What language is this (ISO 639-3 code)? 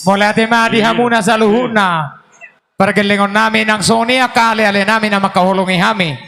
bbc